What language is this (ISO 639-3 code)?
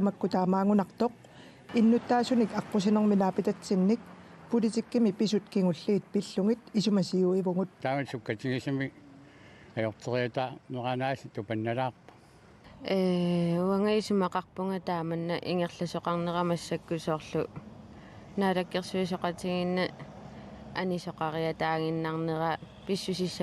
kal